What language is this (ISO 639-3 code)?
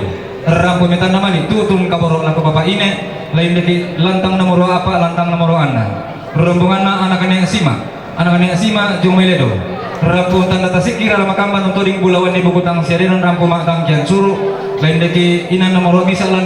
sda